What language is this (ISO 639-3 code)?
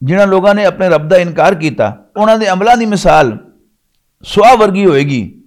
lah